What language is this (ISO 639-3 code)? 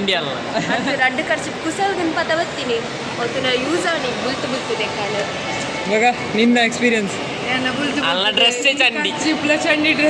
tcy